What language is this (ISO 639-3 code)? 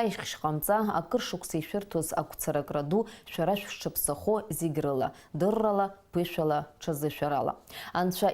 abk